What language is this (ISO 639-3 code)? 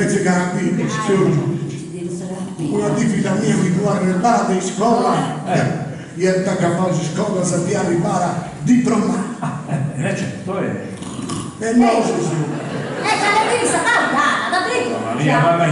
srd